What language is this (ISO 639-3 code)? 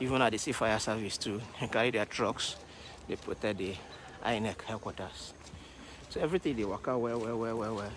pcm